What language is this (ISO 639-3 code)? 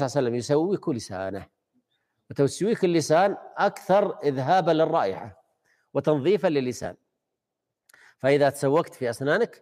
ara